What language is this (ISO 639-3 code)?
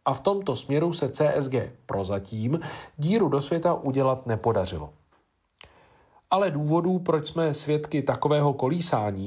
ces